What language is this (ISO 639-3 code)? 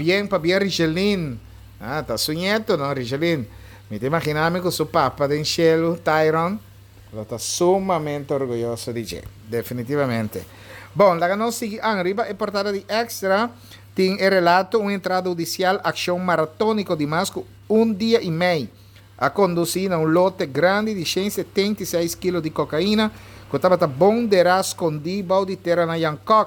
pap